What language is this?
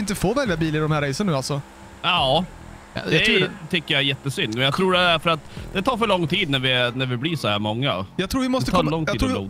Swedish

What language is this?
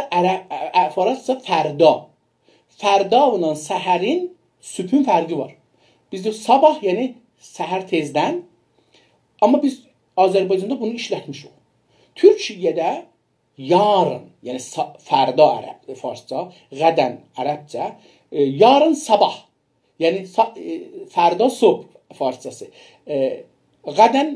South Azerbaijani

